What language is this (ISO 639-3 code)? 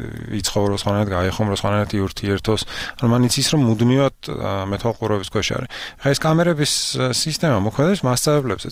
kat